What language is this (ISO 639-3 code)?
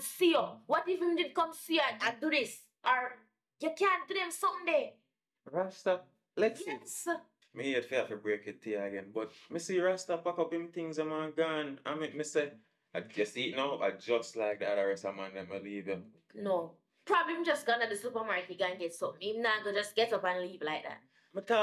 jam